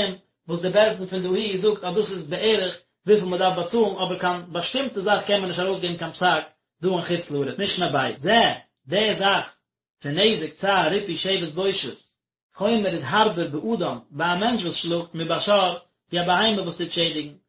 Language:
Yiddish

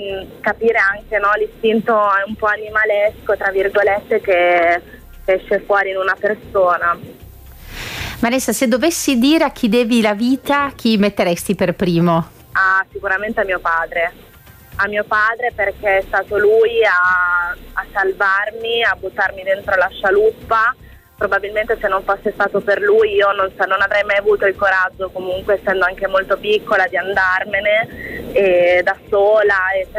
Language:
Italian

